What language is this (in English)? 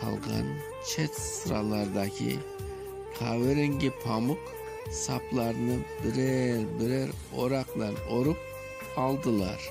Crimean Tatar